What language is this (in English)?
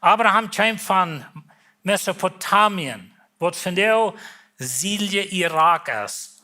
Plautdietsch